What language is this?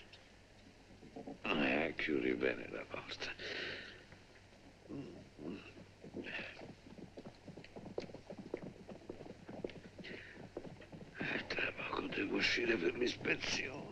Italian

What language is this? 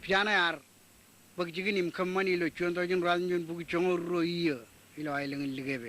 Marshallese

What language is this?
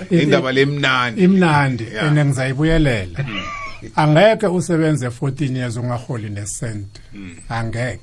South Ndebele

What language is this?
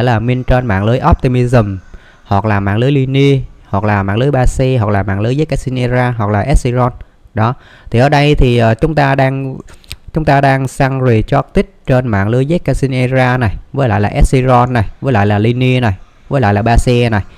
Vietnamese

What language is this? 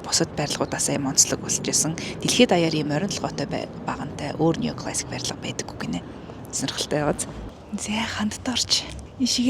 Mongolian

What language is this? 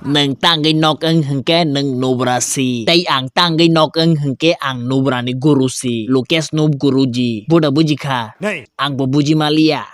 Kok Borok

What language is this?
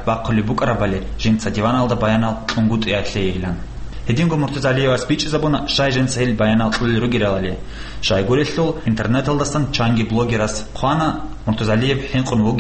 Avaric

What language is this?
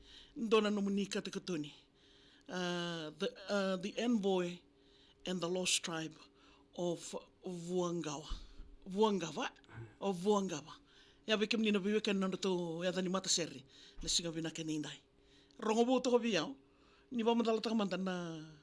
Fijian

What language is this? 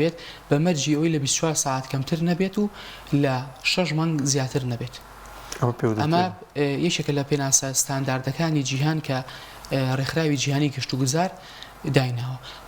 Central Kurdish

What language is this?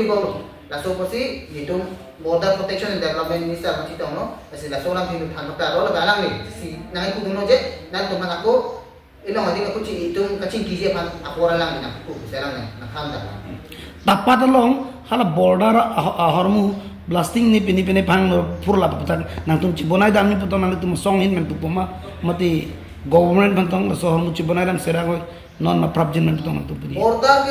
Karbi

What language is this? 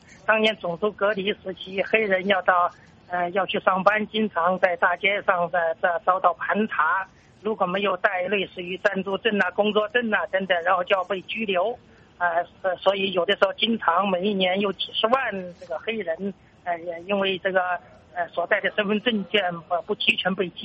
Chinese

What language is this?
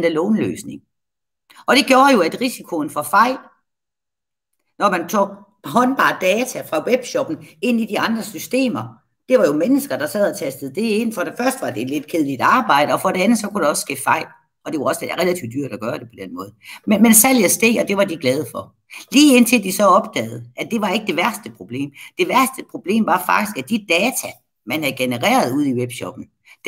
Danish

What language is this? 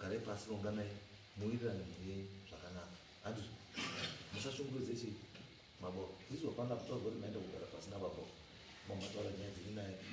Shona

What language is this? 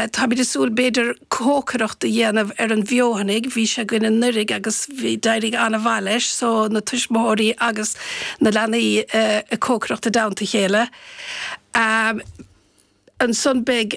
Irish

